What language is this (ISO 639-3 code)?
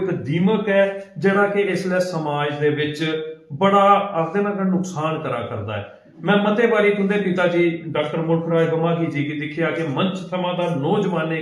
doi